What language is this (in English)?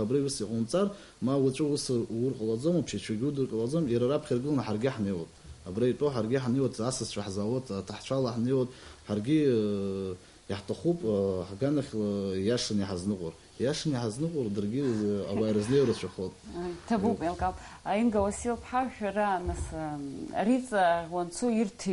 Abkhazian